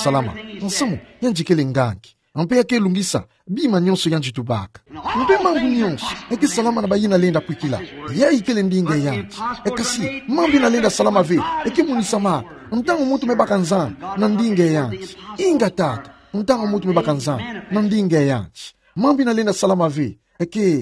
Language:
Kituba (Democratic Republic of Congo)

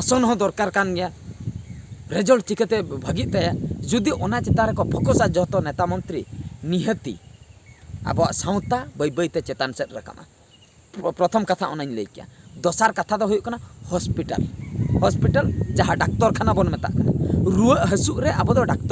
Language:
Santali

